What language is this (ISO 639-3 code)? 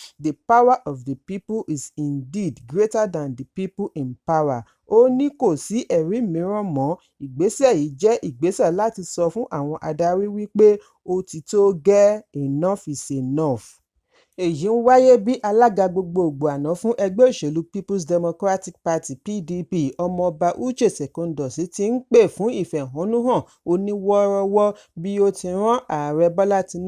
yor